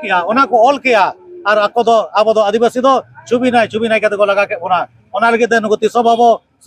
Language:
Santali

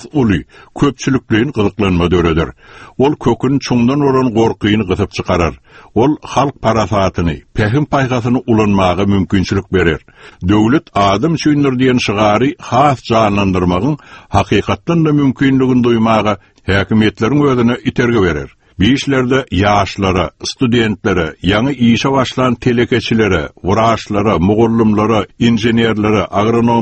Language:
Turkmen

